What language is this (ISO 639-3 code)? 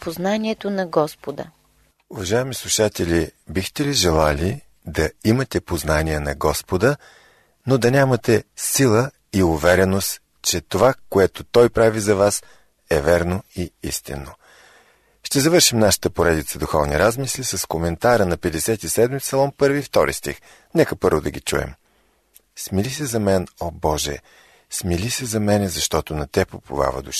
bul